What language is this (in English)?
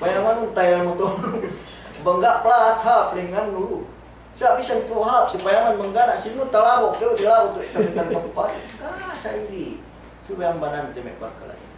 Yakan